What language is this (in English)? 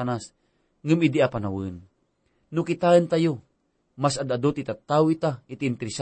Iloko